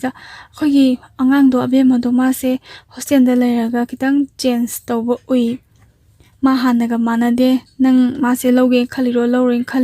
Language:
Manipuri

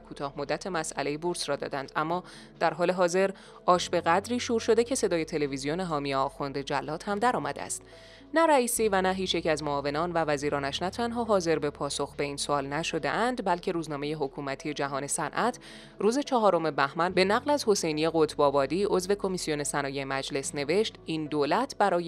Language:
Persian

